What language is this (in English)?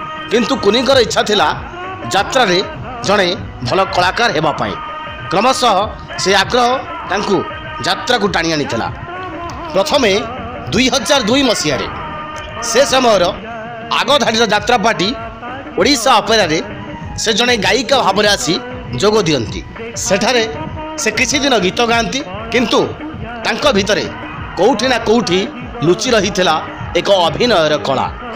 Odia